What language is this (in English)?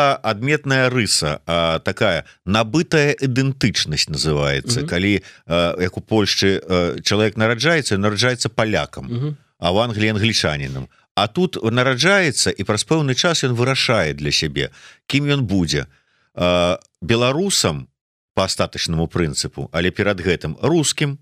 Belarusian